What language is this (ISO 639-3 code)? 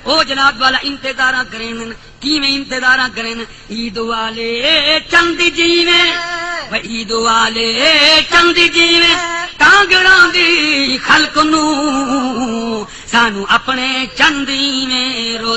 skr